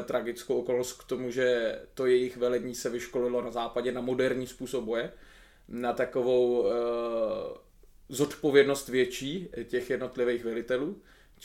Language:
Czech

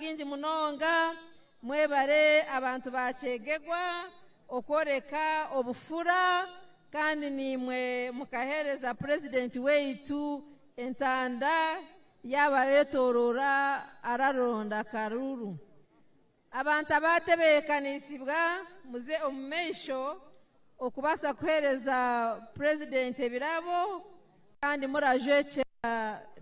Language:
Nyankole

